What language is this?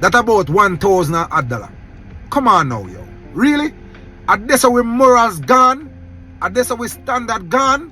Jamaican Creole English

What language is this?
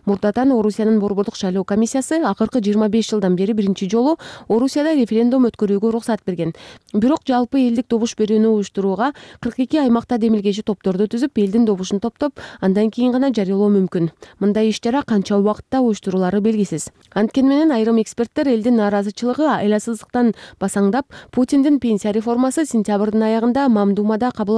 Kyrgyz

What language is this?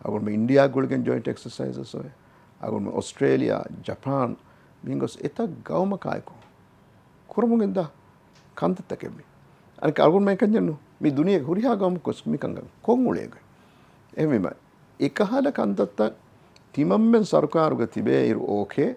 Divehi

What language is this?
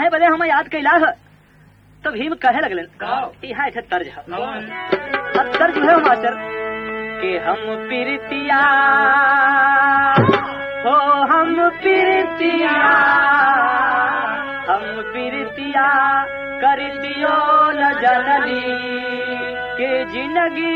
Bhojpuri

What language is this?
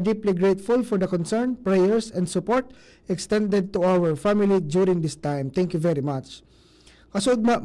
Bikol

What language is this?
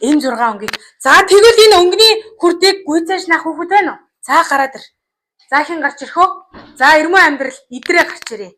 Mongolian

